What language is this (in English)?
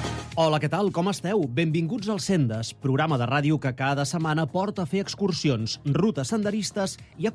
Catalan